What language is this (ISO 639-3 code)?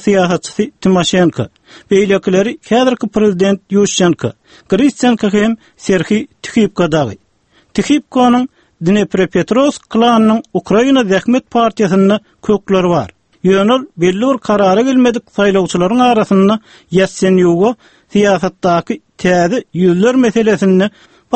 tuk